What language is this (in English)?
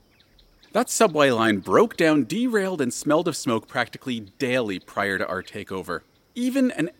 English